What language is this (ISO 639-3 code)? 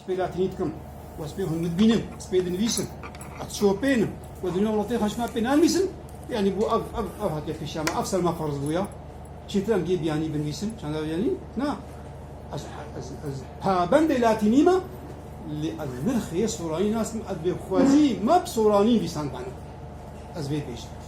kur